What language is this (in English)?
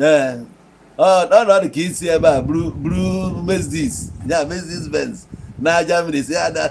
Igbo